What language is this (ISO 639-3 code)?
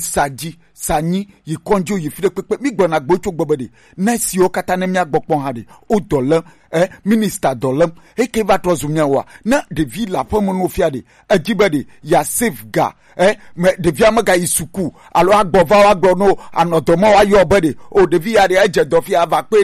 gej